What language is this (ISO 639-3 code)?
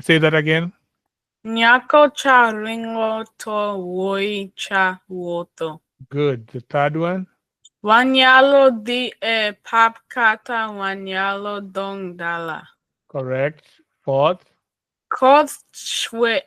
luo